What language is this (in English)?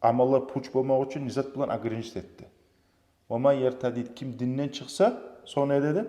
Kumyk